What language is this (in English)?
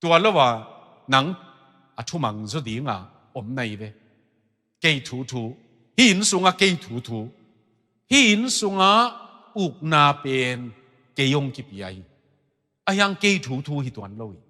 Tedim Chin